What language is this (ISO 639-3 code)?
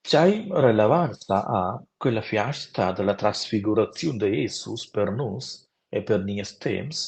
roh